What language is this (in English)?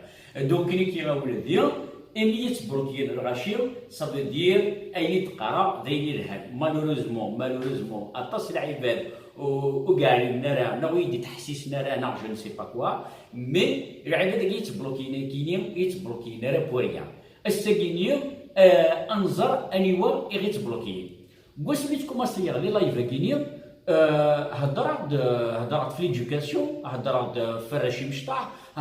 Kabyle